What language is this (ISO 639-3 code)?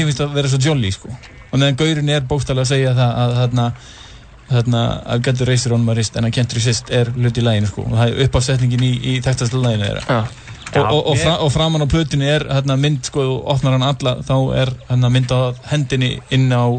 isl